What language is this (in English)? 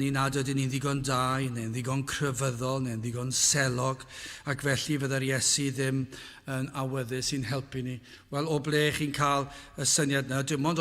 Welsh